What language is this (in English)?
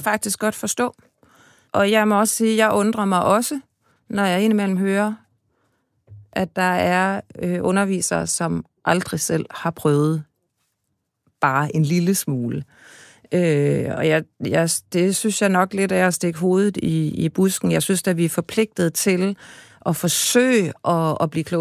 Danish